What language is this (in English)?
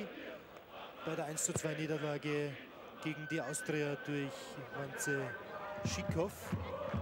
German